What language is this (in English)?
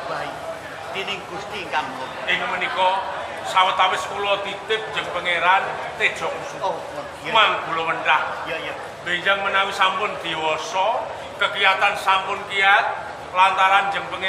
Javanese